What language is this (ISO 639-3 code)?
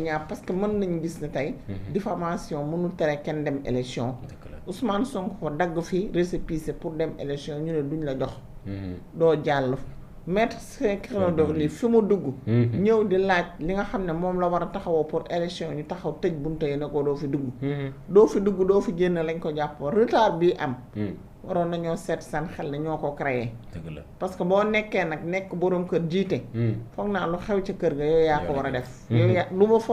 wol